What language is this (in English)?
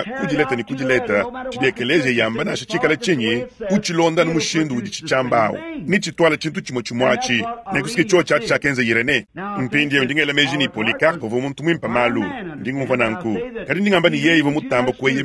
Luba-Lulua